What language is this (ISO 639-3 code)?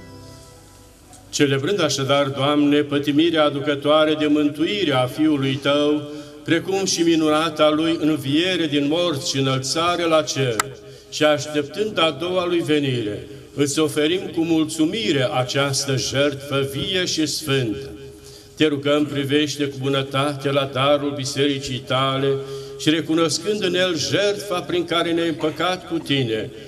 ron